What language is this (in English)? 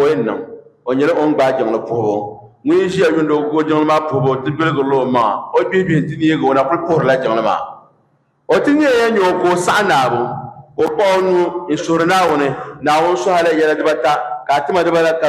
Dagbani